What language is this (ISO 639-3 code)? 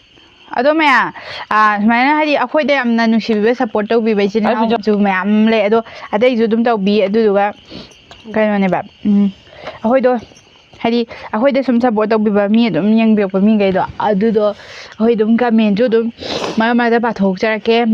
mni